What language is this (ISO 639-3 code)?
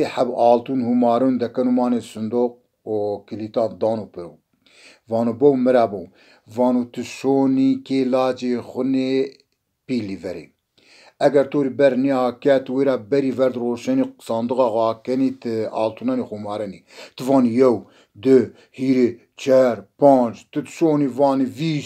zza